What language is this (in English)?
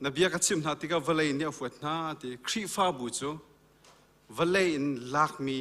Hakha Chin